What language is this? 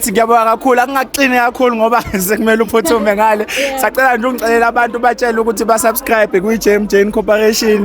Zulu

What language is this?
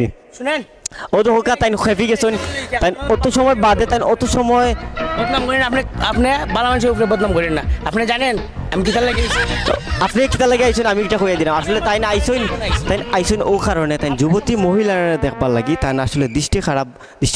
Sylheti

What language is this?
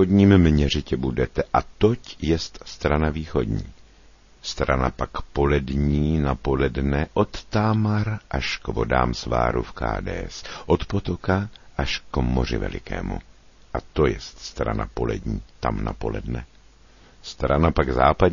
Czech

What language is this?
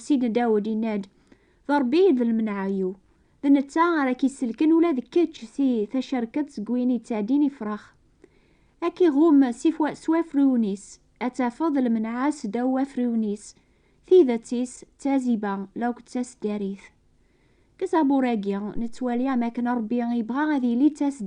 Kabyle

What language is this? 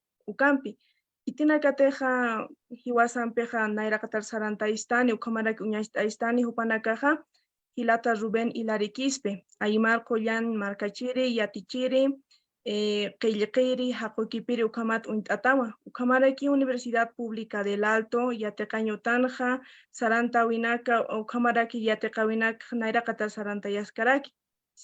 Aymara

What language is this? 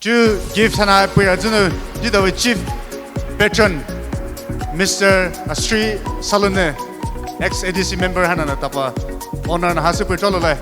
Poumei Naga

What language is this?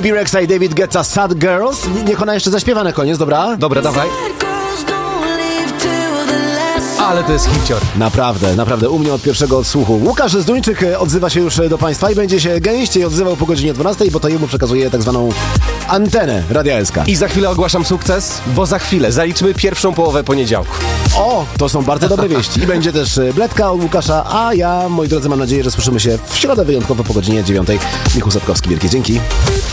Polish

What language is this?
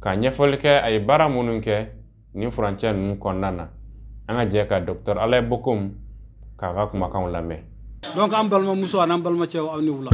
Bambara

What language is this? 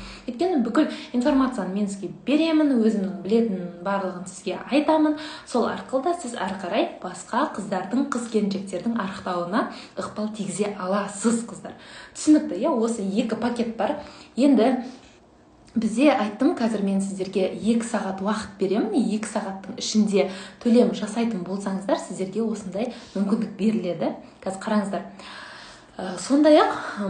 Kazakh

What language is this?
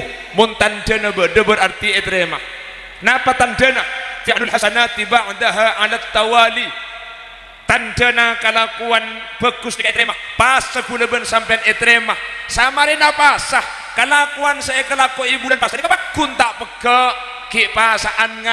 Madurese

